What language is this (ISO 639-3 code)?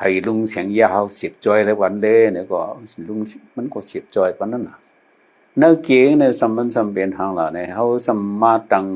shn